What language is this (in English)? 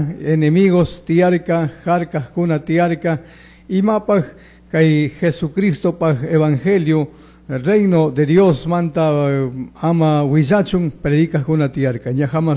Chimborazo Highland Quichua